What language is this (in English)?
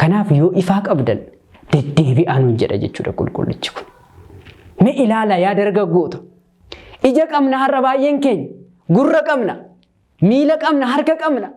Oromo